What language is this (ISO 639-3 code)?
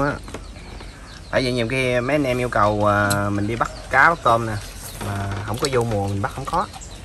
vie